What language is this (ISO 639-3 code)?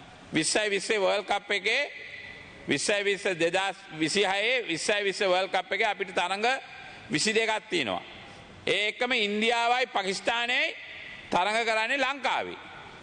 sin